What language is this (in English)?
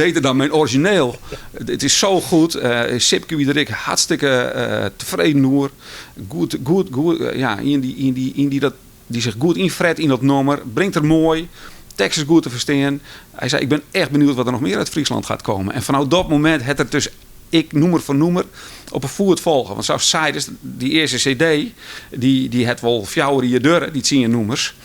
Western Frisian